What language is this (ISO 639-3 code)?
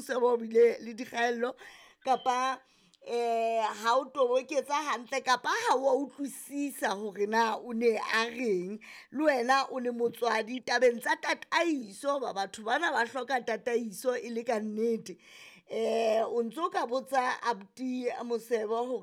sot